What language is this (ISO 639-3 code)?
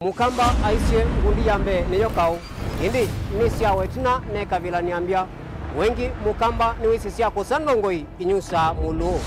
kam